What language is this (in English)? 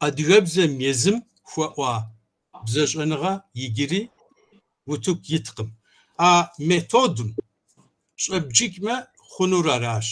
Kabardian